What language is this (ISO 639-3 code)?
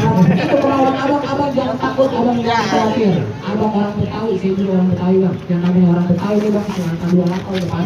bew